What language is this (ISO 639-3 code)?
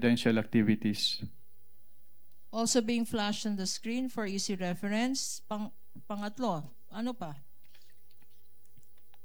fil